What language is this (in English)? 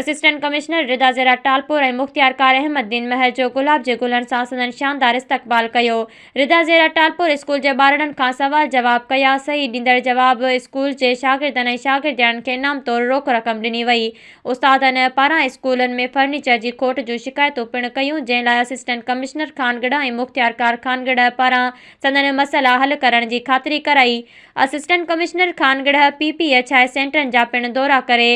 Sindhi